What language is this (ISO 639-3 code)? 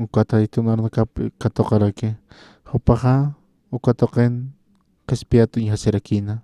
aym